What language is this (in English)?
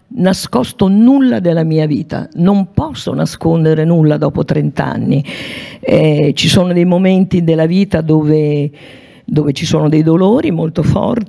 Italian